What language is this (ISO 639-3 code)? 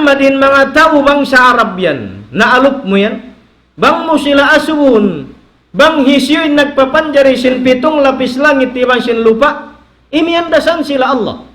tsg